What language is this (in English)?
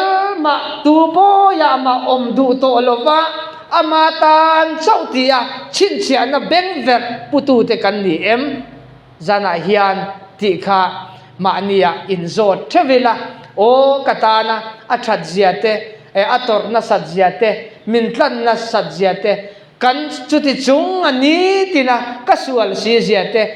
Mizo